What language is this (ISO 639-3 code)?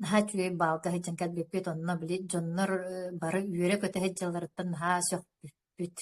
sah